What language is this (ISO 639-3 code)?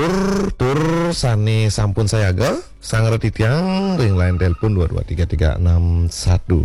ban